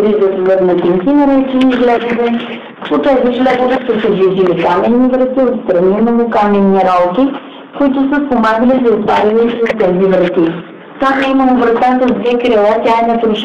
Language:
Bulgarian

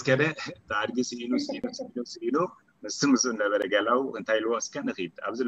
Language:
Tigrinya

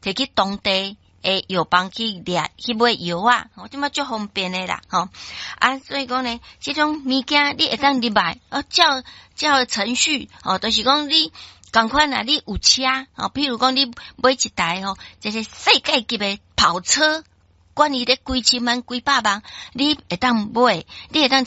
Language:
Min Nan Chinese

